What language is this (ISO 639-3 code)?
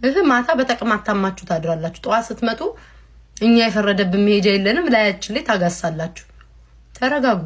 amh